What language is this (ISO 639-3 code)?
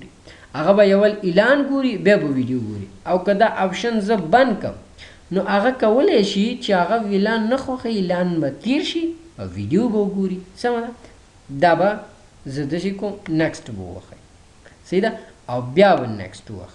pus